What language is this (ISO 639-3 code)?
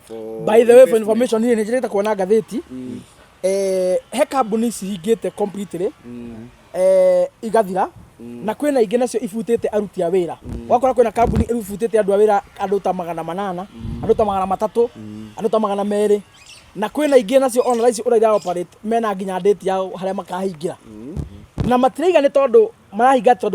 kik